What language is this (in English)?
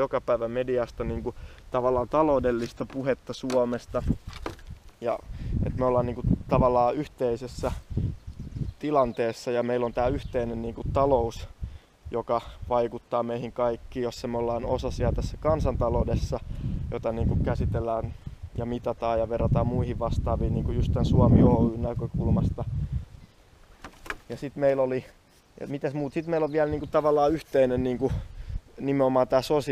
Finnish